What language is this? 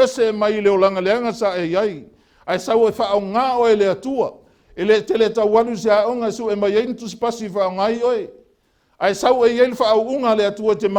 Samoan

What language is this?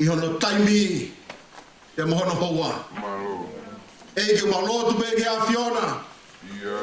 Tongan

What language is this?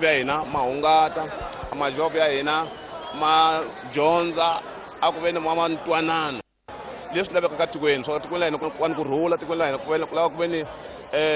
Tsonga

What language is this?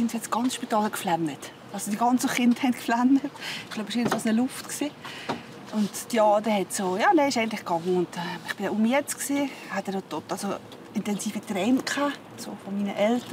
Swiss German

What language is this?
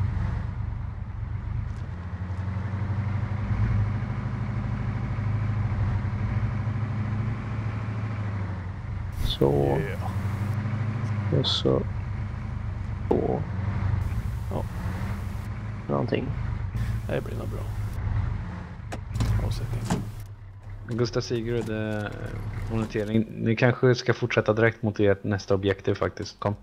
Swedish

